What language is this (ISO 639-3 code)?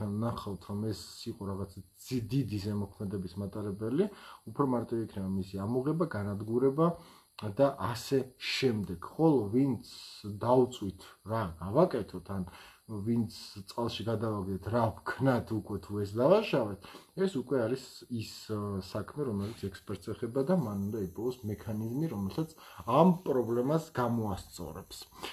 kat